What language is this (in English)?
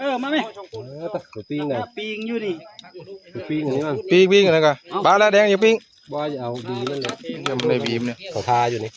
Northeastern Thai